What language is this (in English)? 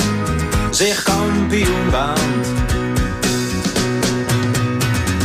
Dutch